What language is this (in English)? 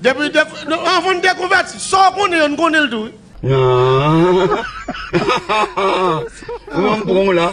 Haitian Creole